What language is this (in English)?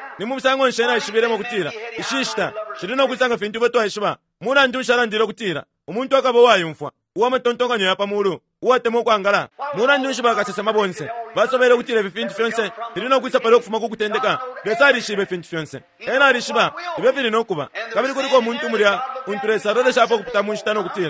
Bemba